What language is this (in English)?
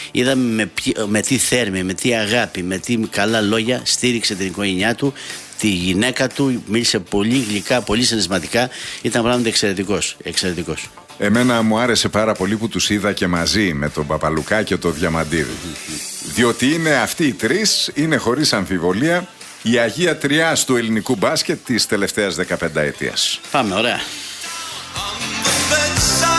Greek